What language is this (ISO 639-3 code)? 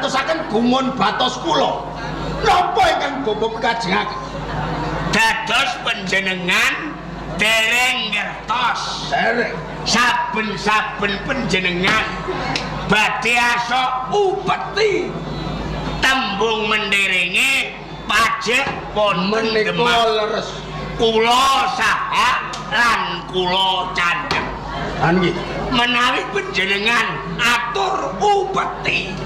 jav